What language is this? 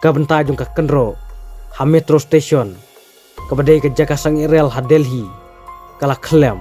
Khasi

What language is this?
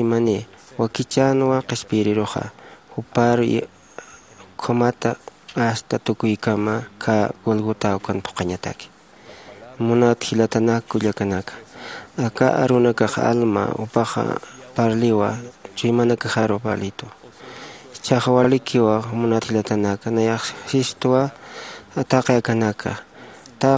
Aymara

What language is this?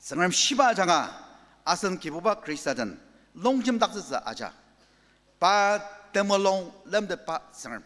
Ao Naga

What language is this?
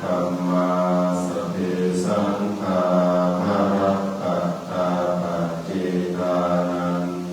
Pali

